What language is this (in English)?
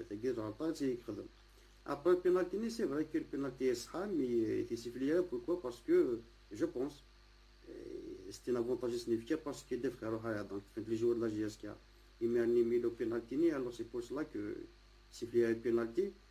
Kabyle